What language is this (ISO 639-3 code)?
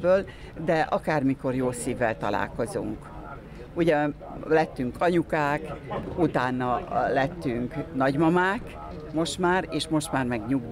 hun